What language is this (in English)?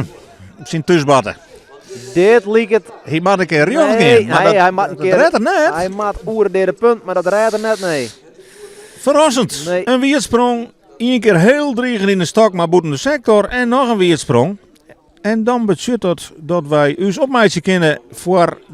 Western Frisian